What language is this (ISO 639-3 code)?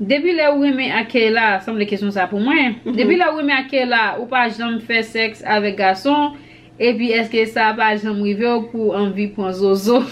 hat